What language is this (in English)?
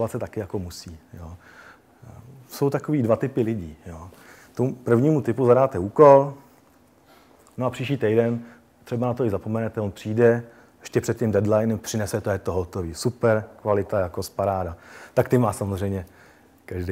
Czech